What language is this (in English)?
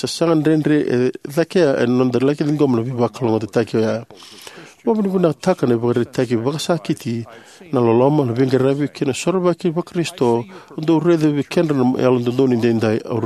Fijian